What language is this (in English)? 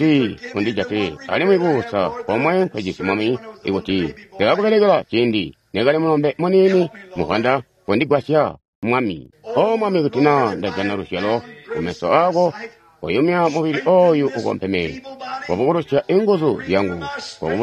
Tonga (Zambia)